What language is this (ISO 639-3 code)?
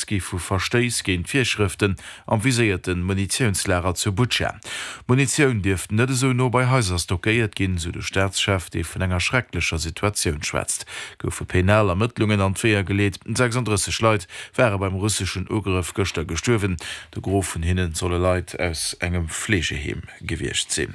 ltz